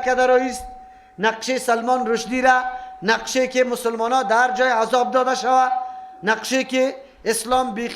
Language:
Persian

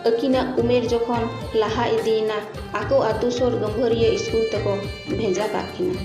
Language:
Santali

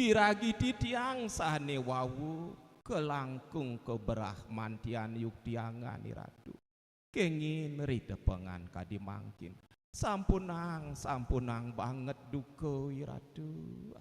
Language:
Balinese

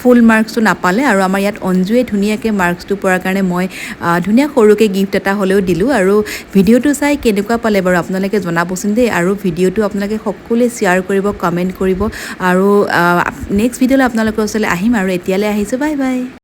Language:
Assamese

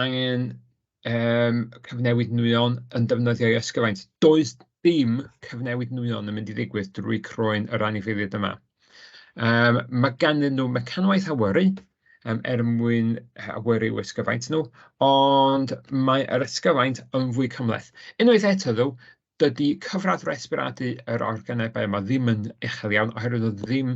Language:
Welsh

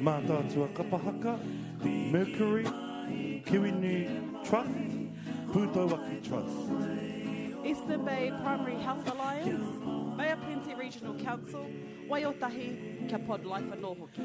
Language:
Māori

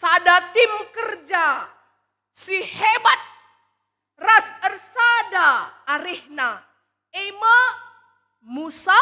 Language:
Batak Karo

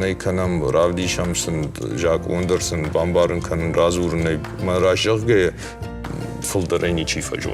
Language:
Ossetic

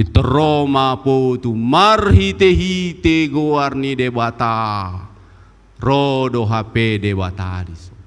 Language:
Batak Toba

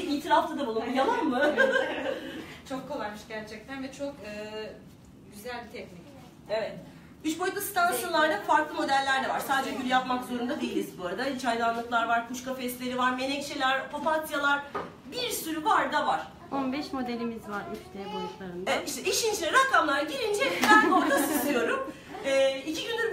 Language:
Turkish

